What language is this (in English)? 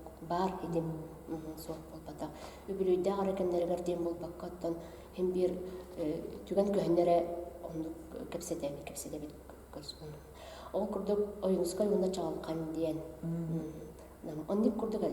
Yakut